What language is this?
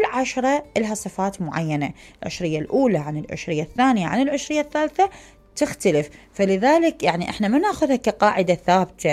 Mesopotamian Arabic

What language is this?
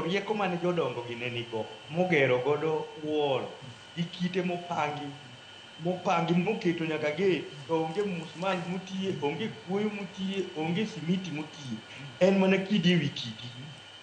Luo (Kenya and Tanzania)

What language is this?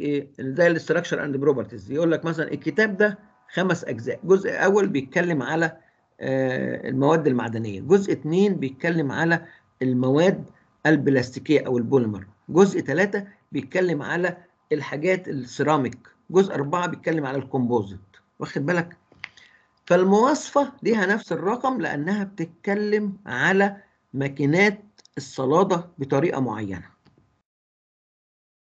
Egyptian Arabic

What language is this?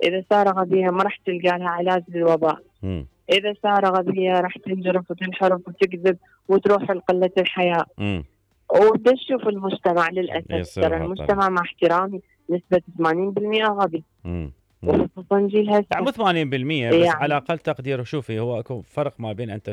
Mesopotamian Arabic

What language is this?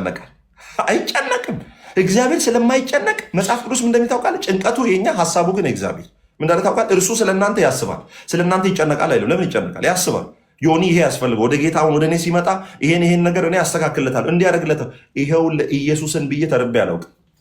Amharic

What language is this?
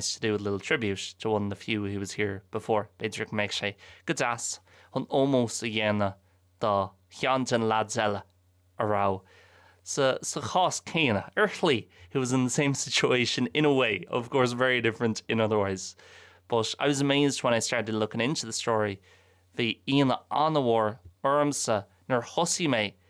Irish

